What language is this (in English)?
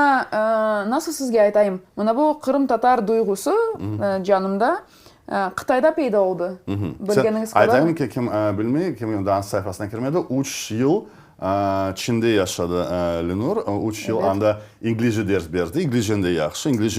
Crimean Tatar